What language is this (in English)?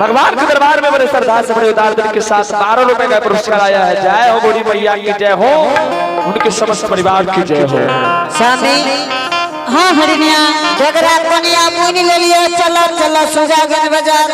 Angika